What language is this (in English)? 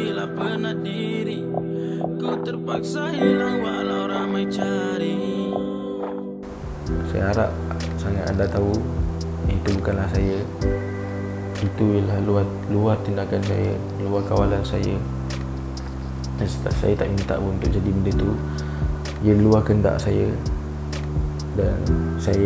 Malay